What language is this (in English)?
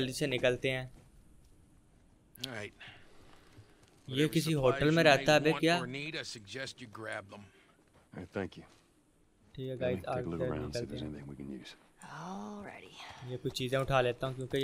Hindi